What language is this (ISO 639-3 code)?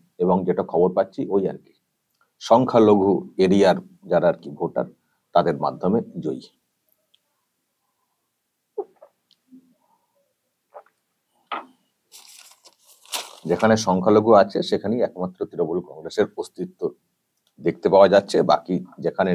ben